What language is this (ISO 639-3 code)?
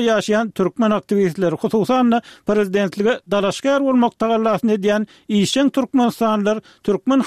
tuk